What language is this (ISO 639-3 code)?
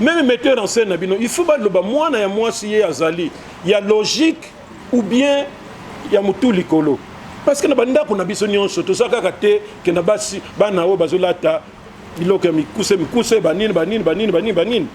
lin